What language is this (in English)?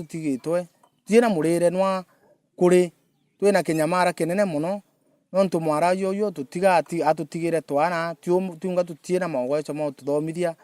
Meru